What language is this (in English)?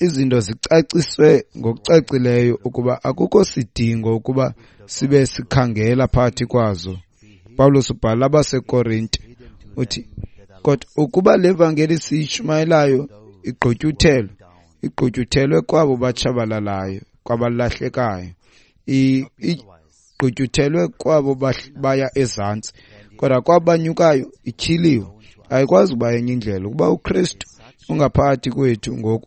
Xhosa